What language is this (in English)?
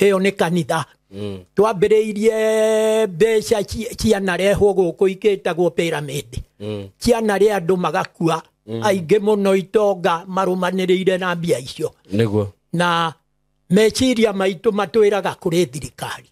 Kikuyu